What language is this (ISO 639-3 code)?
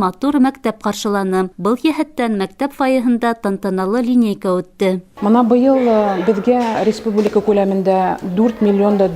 bak